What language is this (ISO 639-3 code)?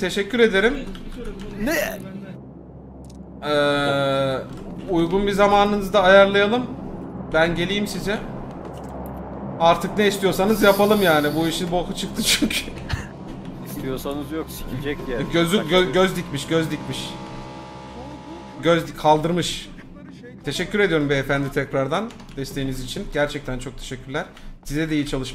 tur